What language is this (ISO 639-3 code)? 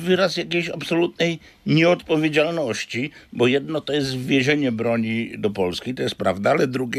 pol